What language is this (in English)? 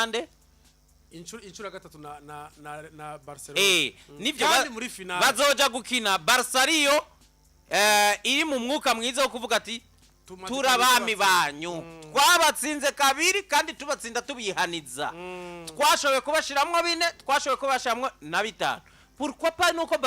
Rundi